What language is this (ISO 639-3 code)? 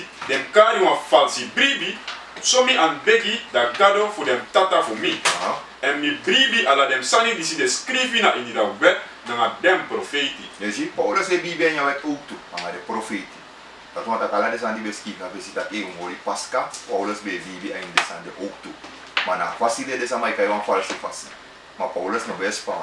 srn